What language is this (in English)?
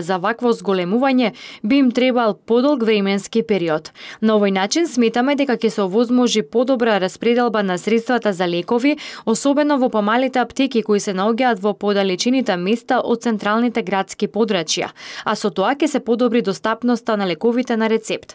Macedonian